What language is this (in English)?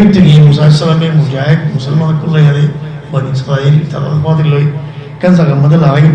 Rohingya